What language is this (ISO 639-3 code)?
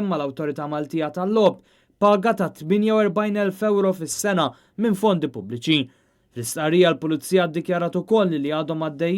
mlt